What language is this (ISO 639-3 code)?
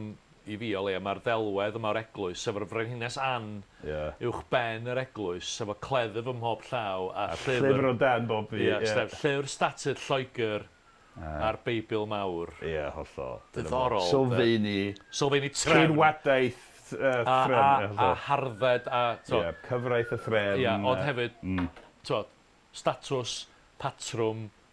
cym